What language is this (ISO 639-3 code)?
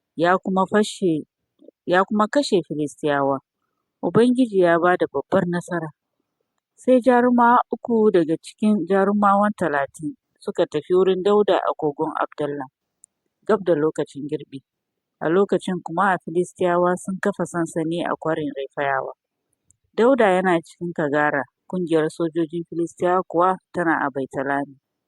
hau